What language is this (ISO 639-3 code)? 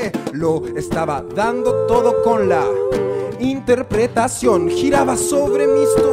spa